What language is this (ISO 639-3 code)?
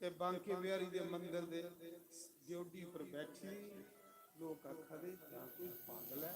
doi